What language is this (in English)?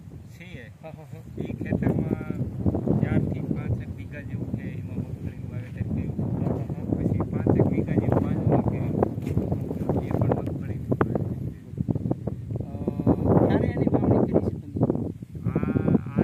Gujarati